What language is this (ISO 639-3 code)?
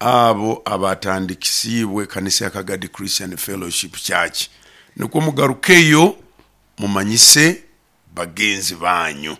nyo